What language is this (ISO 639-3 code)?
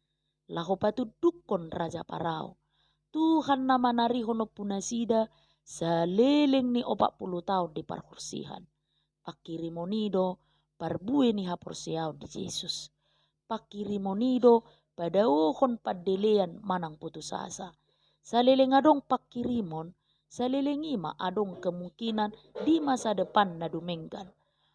bbc